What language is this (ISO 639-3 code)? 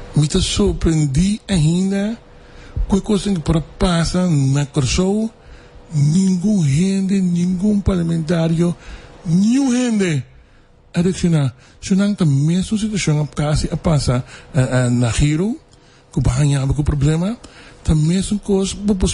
pap